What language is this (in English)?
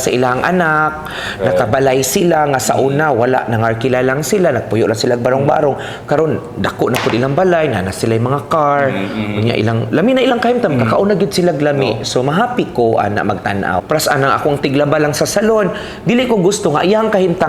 Cebuano